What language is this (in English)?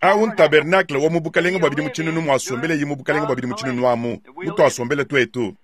Luba-Lulua